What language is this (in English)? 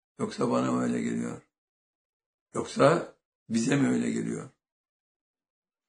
Turkish